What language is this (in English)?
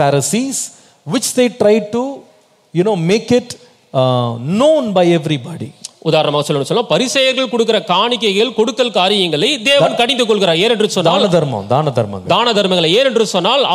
Tamil